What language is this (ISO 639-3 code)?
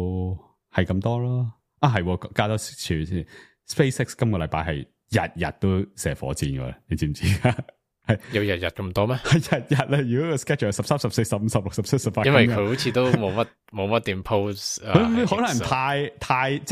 yue